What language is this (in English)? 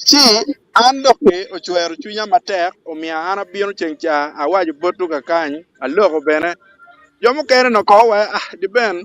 Acoli